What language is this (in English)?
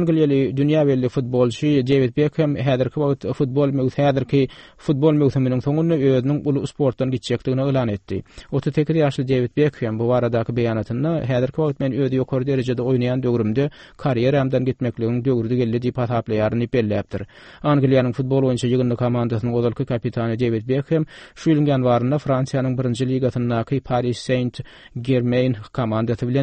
Turkmen